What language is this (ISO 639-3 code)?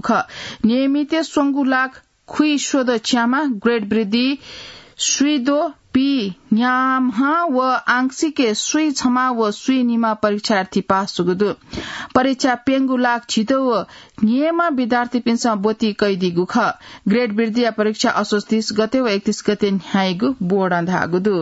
new